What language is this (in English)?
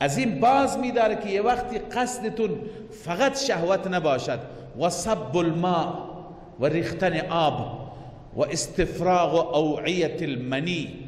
Persian